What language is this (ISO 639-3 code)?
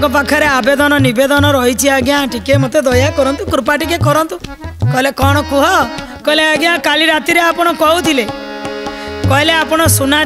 ori